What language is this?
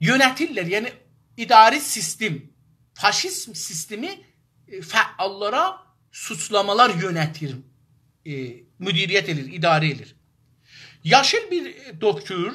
South Azerbaijani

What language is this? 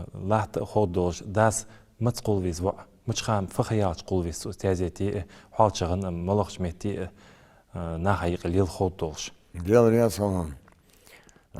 Ingush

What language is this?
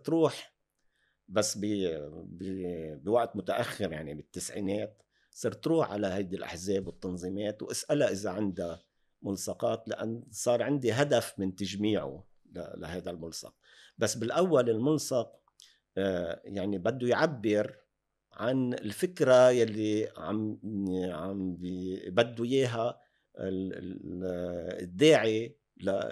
North Levantine Arabic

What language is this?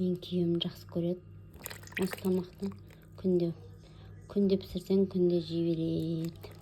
Kazakh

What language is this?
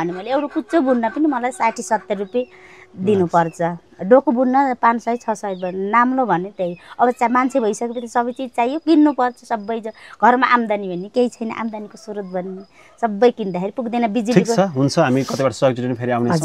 Nepali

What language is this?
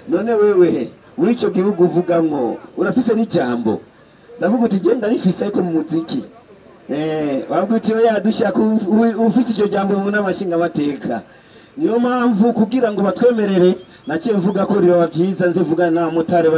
Rundi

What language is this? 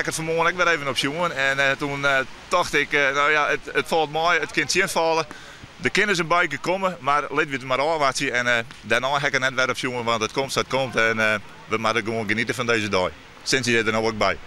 Western Frisian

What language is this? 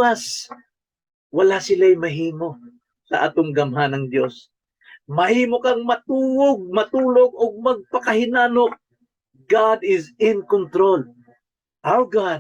Cebuano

